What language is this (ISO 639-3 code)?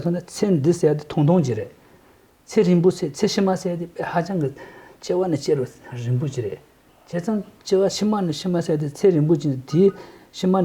tyv